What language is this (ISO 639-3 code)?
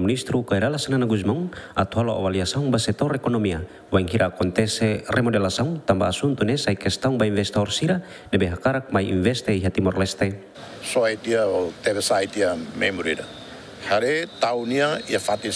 tet